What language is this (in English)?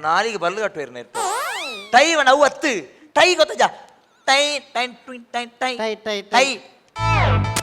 Tulu